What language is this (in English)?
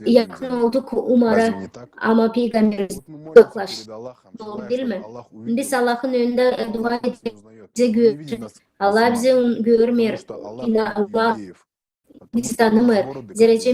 Gagauz